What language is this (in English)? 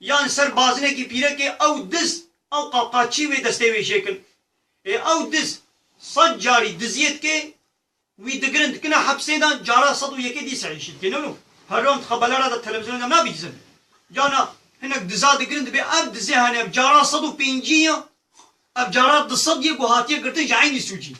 Kurdish